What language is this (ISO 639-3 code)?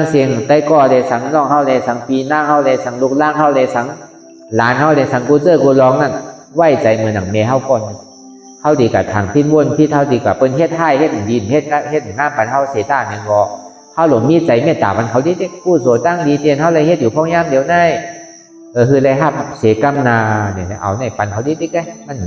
shn